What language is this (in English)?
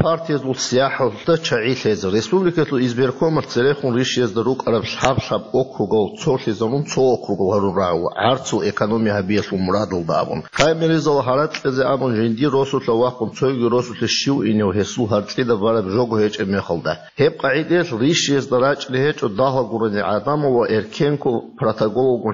Avaric